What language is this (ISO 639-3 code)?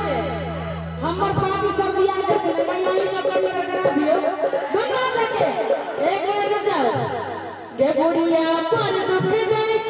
mai